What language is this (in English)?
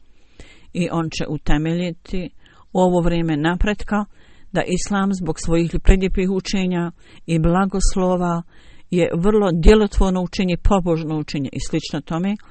Bosnian